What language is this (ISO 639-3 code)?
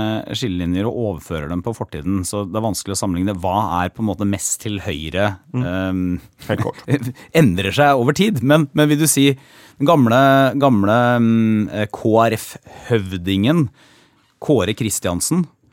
nor